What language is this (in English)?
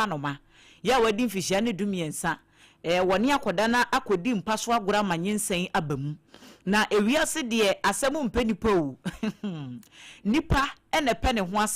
Akan